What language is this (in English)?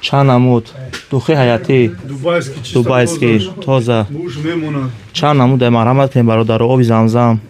Tajik